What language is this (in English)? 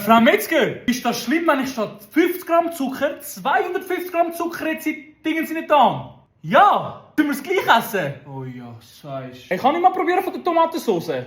Swiss German